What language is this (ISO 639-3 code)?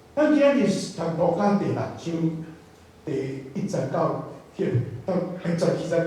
nan